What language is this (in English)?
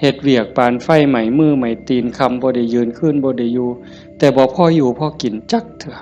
Northeastern Thai